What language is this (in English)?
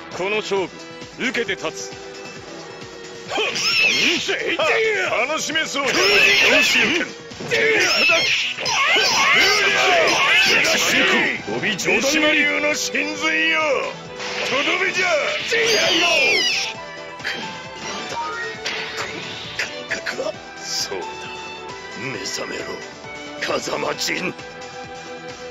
Japanese